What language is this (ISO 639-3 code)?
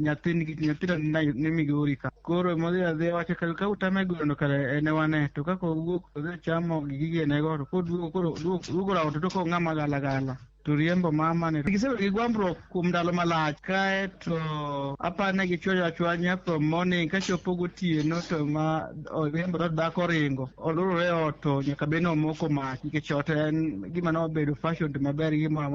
luo